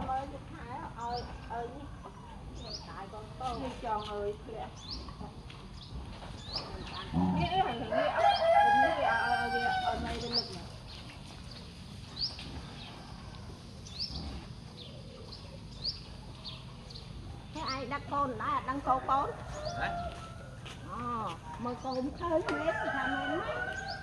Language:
Vietnamese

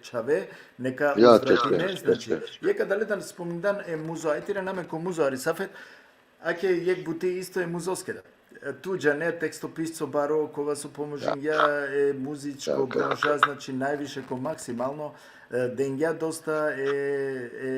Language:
Balkan Romani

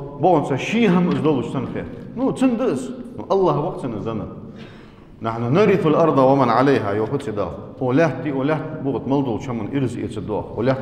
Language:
Ingush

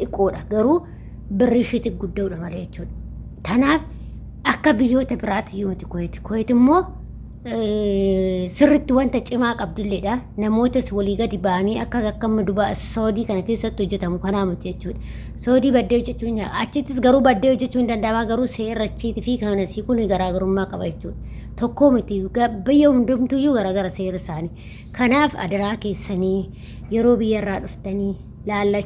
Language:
Oromo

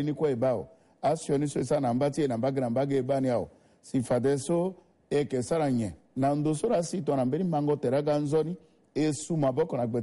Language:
Sango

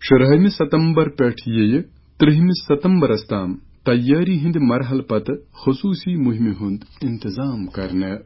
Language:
Kashmiri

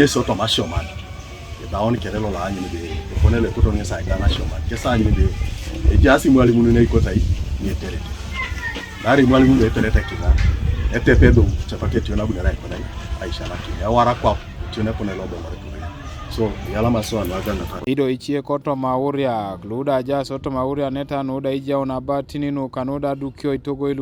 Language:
Teso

